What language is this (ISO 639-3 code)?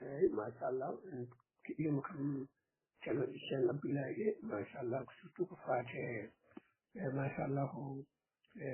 ful